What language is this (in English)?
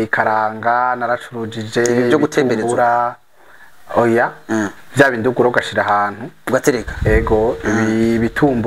Rundi